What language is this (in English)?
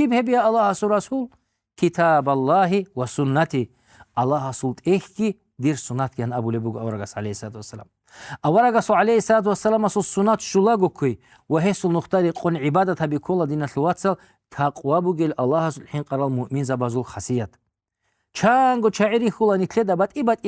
Avaric